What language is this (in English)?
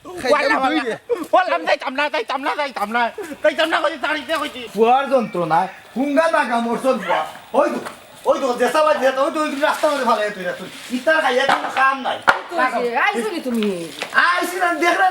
Sylheti